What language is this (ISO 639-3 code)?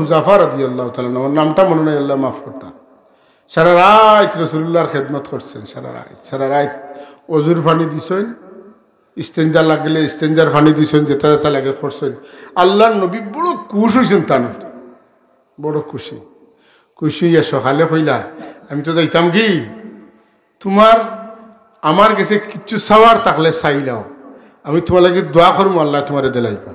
syl